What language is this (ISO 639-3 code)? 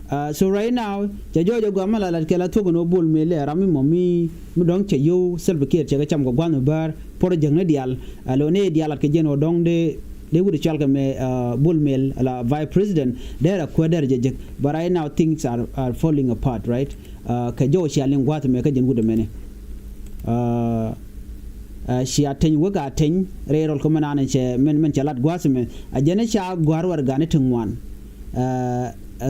nus